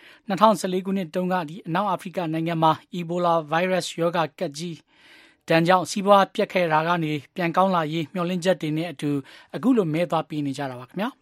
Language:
Burmese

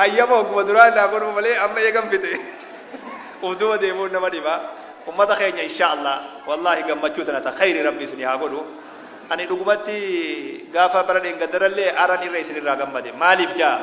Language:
Oromo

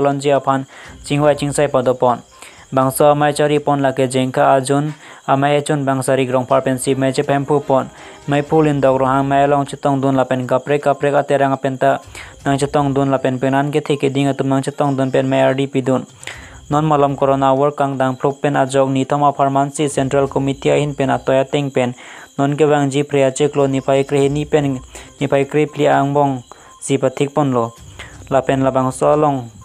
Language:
Karbi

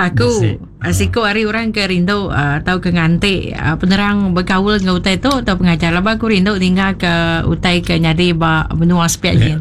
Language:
Iban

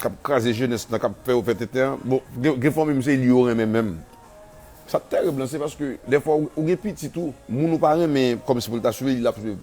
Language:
Haitian Creole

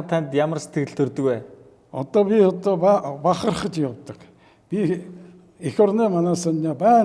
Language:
Mongolian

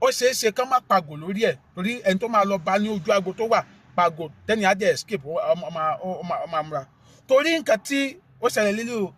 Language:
Yoruba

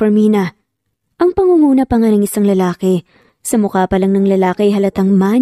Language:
Filipino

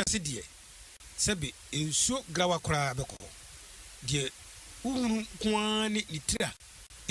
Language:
Akan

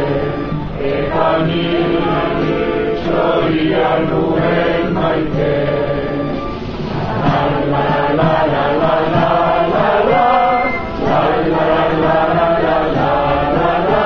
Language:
Basque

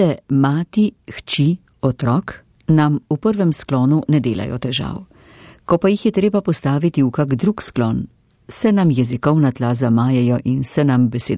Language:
Slovenian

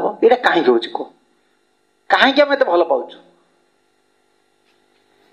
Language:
Odia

